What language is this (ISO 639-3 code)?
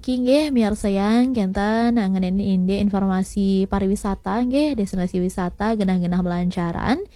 ban